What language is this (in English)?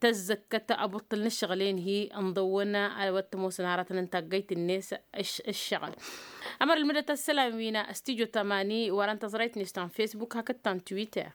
Tamasheq